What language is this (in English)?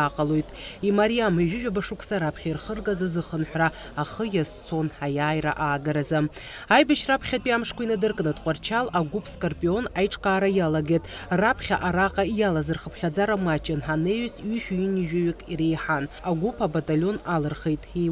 Abkhazian